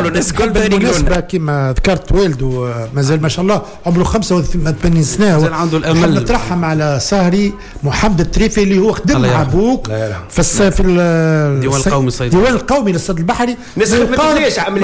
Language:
Tunisian Arabic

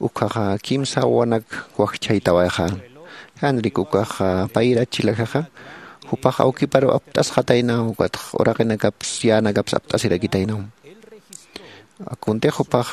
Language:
Aymara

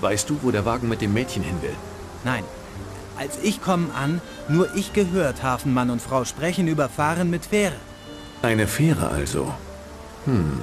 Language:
Bavarian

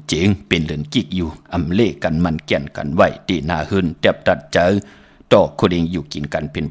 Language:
Shan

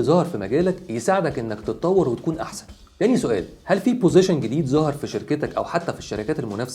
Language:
Egyptian Arabic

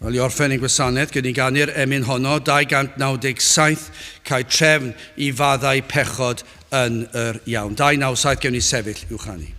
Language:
Welsh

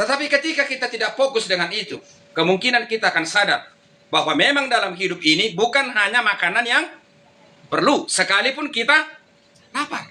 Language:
Batak Toba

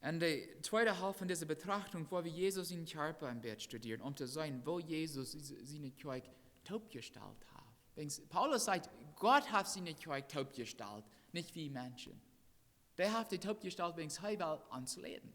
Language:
Plautdietsch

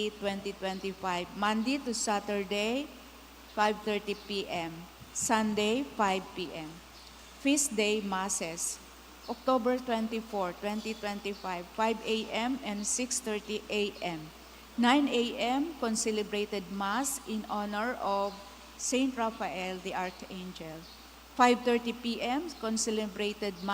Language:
Bikol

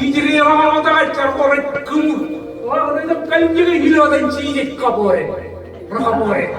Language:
Marshallese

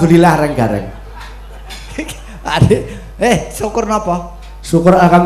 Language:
Javanese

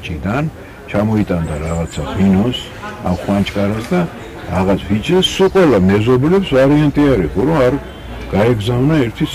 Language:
Georgian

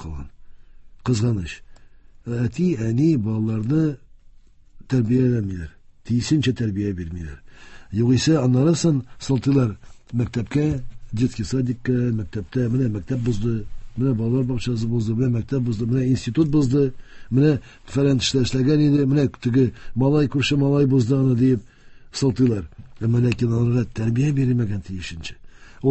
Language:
Tatar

